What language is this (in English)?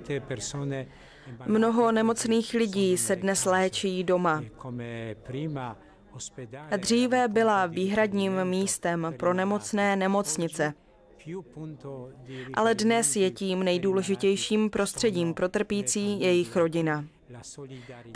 Czech